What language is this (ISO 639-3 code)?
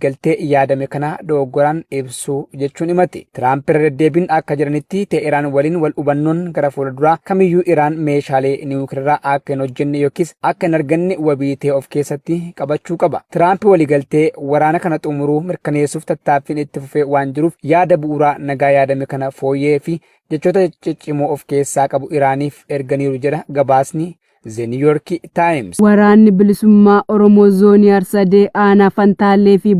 orm